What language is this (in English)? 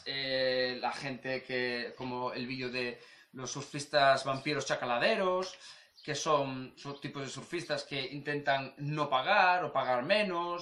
Spanish